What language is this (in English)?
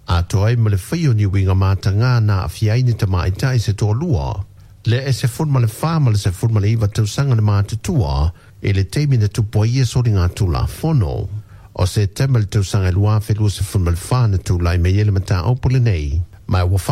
Samoan